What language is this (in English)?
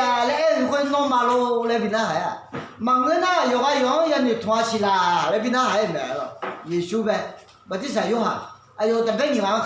Akha